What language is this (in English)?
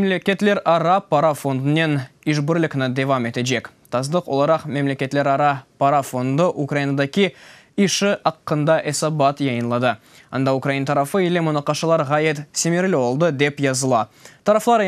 Crimean Tatar